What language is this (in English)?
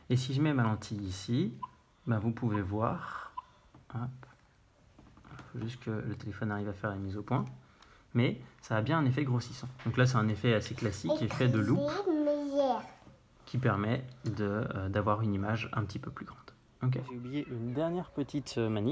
French